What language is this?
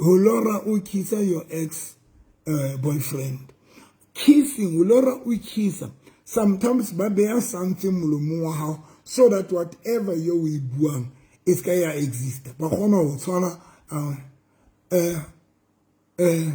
Southern Sotho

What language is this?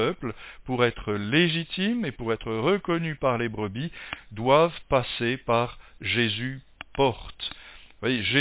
French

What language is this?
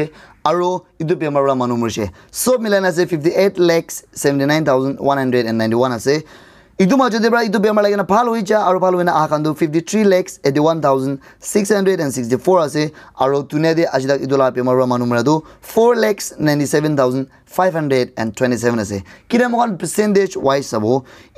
Naga Pidgin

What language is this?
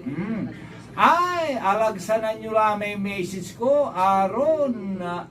Pangasinan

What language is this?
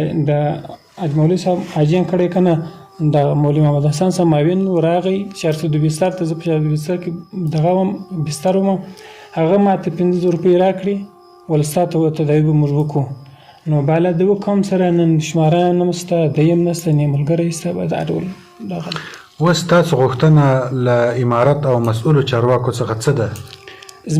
Pashto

